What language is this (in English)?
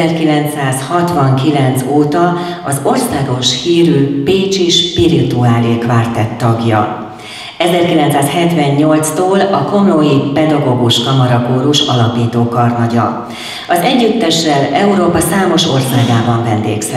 Hungarian